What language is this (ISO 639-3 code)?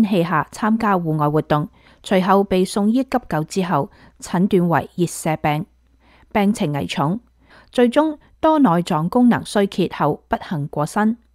yue